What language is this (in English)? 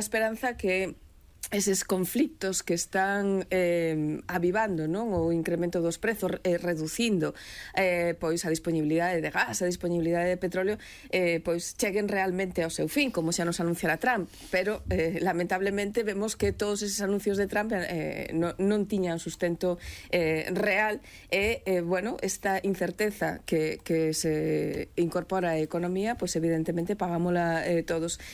Galician